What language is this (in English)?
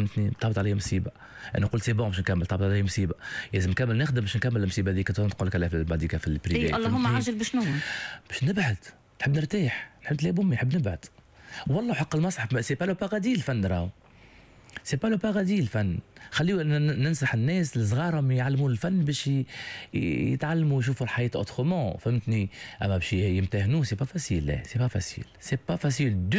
Tunisian Arabic